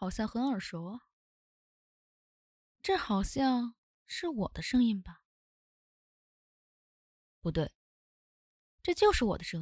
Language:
Chinese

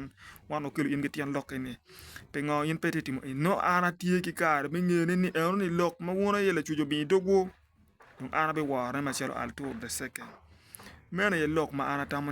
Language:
Acoli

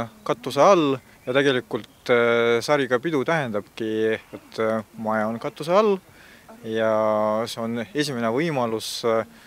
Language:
Estonian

